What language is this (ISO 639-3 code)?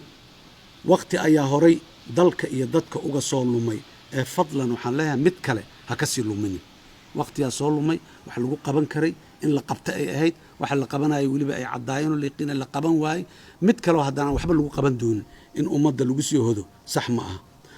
som